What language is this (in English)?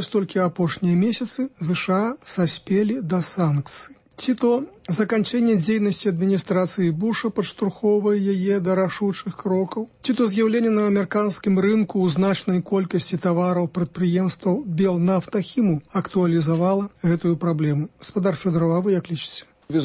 Belarusian